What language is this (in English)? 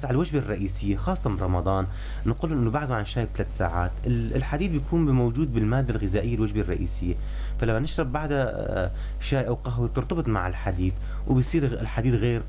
North Levantine Arabic